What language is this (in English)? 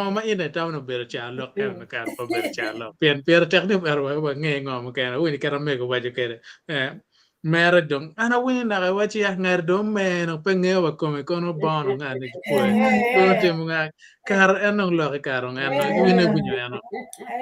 Acoli